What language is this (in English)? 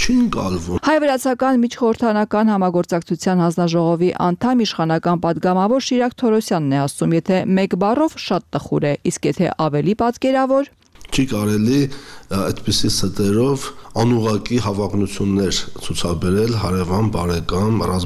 Armenian